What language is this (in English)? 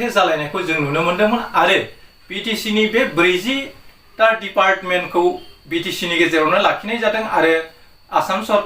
Bodo